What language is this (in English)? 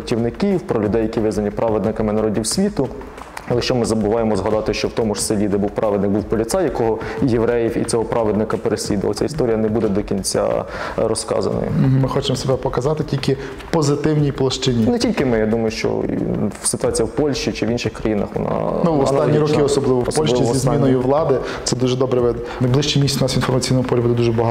Ukrainian